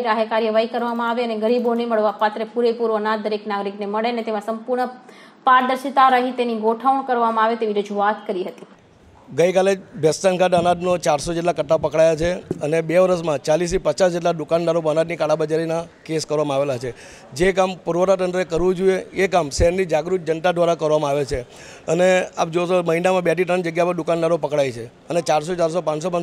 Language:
Gujarati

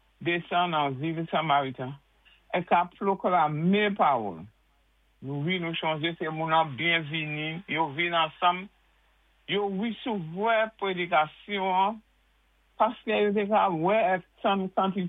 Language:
Saint Lucian Creole French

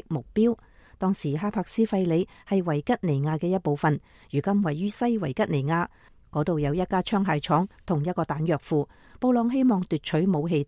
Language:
Cantonese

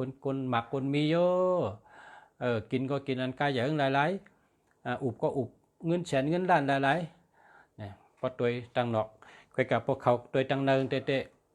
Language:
Shan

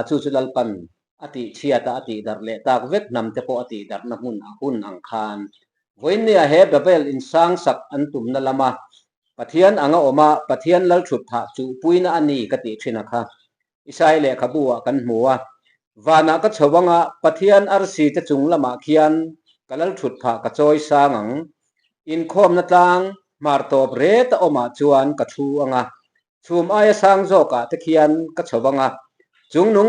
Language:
Mizo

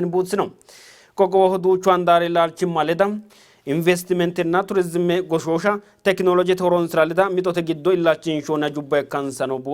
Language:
Sidamo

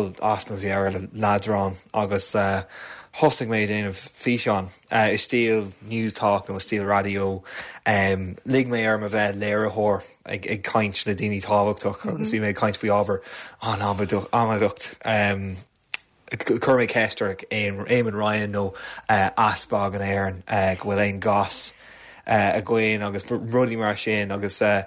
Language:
Irish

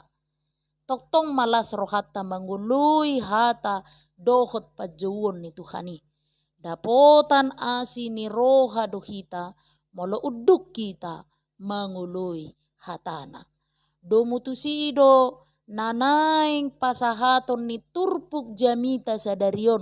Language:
Batak Toba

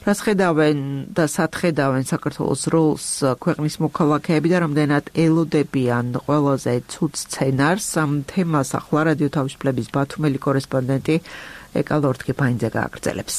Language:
Georgian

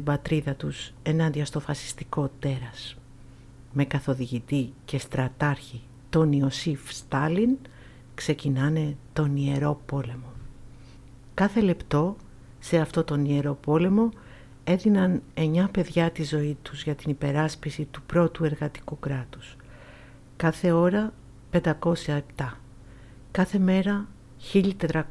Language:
Greek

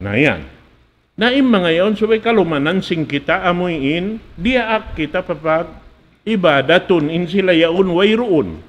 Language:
Tausug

